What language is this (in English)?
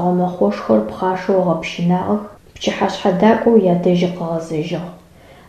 Adyghe